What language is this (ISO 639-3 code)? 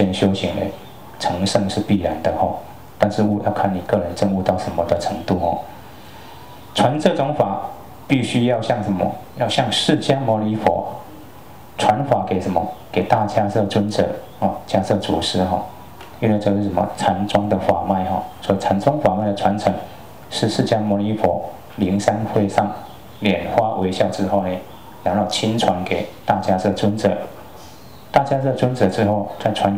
zho